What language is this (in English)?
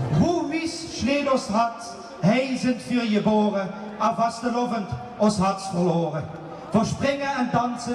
Limburgish